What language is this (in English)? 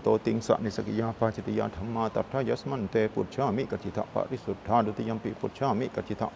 Pali